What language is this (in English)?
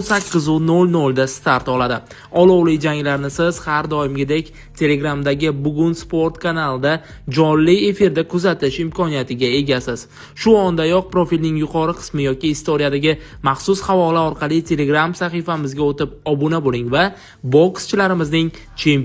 Uzbek